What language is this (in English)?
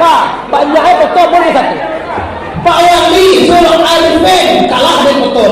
Minangkabau